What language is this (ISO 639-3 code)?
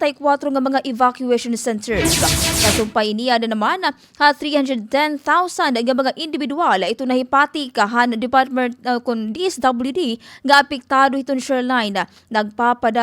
war